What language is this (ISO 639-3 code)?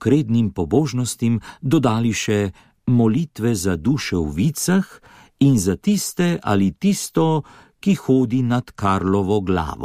slv